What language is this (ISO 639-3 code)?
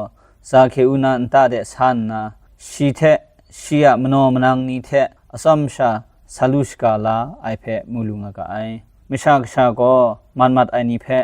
kac